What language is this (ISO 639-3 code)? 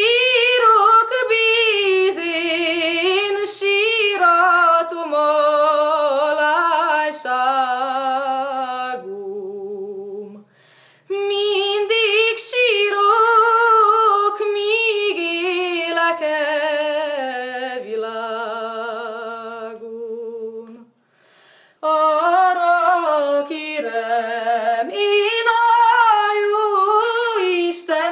hun